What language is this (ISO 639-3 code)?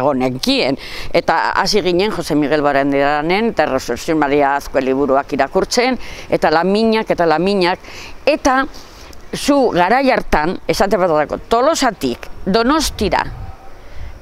eus